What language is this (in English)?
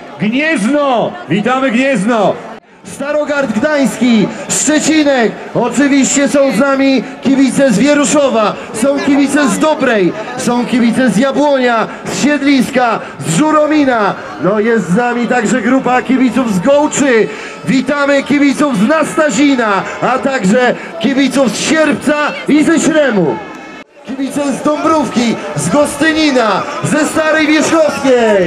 Polish